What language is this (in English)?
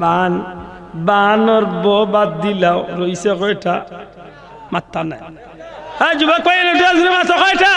Sylheti